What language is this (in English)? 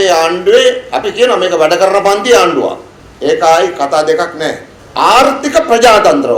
Sinhala